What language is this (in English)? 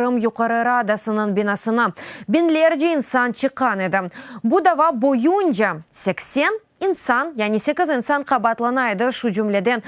Crimean Tatar